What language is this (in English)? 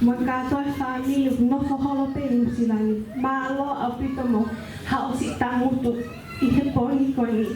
Tongan